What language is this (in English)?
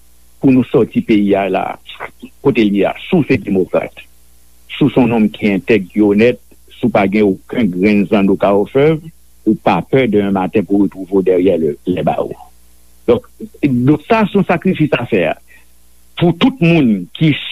Haitian Creole